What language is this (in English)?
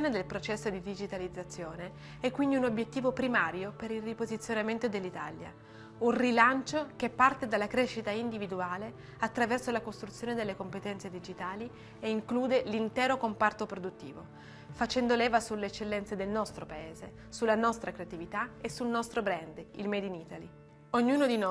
Italian